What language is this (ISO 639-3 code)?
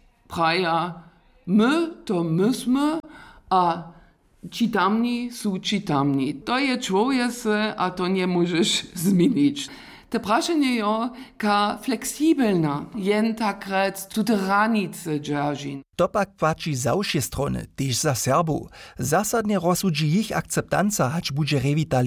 hsb